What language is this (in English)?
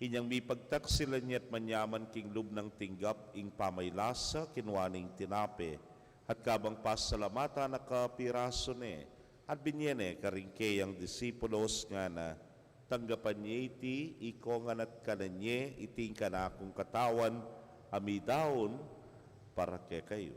Pampanga